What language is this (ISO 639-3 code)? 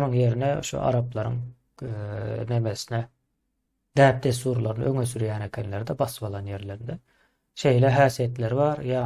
tuk